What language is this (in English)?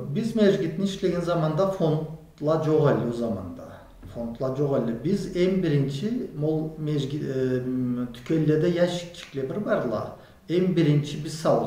Karachay-Balkar